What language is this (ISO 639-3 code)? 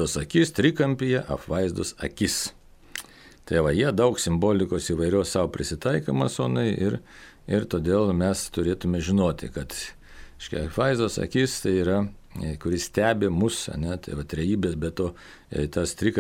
lit